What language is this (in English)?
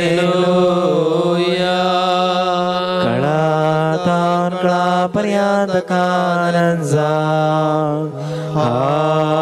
Marathi